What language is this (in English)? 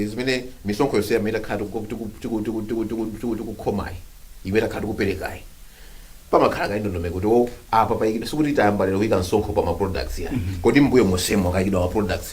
Nyanja